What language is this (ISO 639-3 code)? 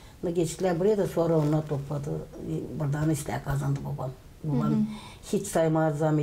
gag